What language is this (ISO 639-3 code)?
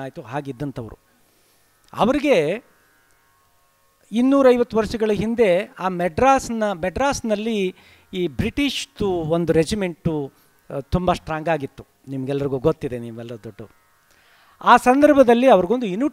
kan